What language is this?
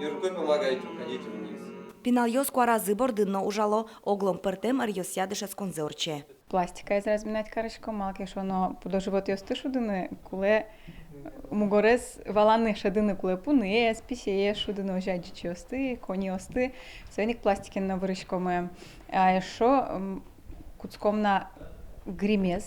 Udmurt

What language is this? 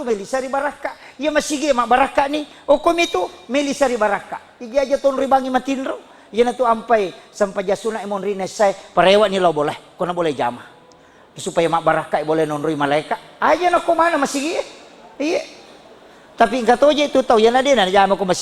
Buginese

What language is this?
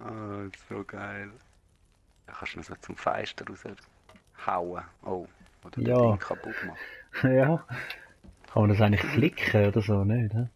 Swiss German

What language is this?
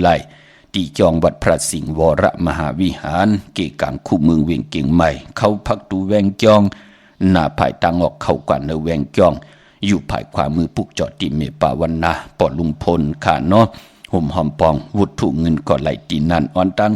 Shan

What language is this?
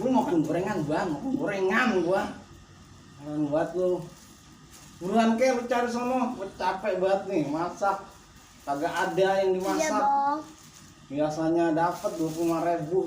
Betawi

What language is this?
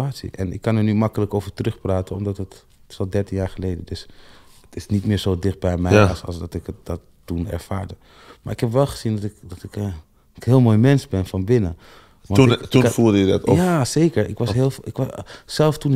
Dutch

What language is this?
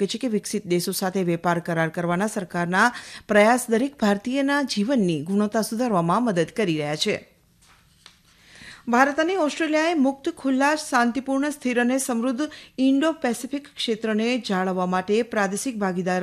Gujarati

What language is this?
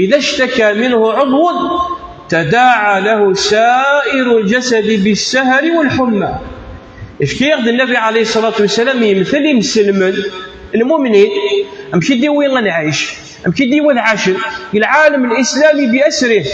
Kabyle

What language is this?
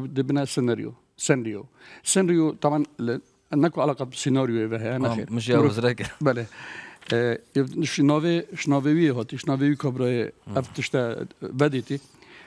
Kurdish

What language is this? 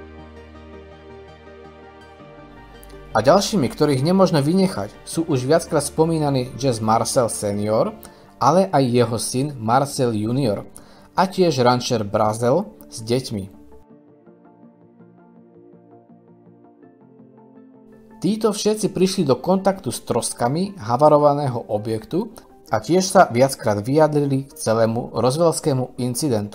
Slovak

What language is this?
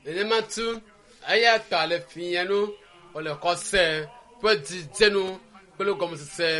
Ewe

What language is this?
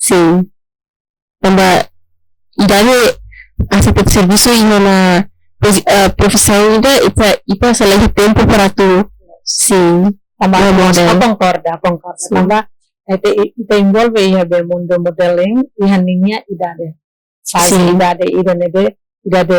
Tetum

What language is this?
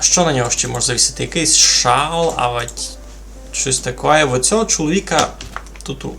Rusyn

